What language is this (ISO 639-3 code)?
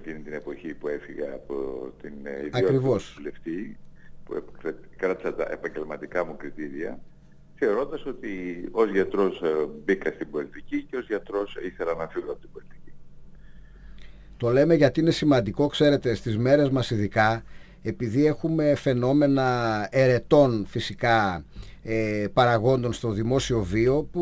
ell